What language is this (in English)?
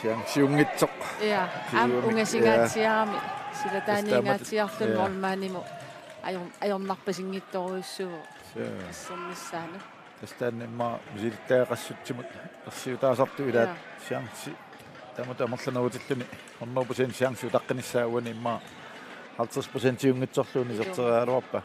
Kalaallisut